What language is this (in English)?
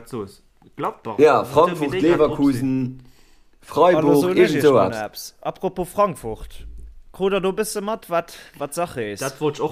Luxembourgish